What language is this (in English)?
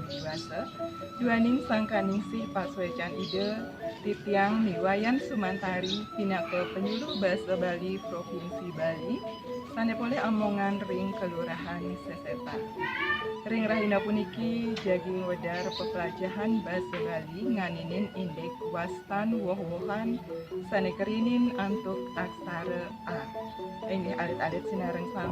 Balinese